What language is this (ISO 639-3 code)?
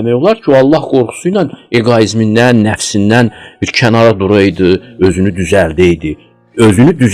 aze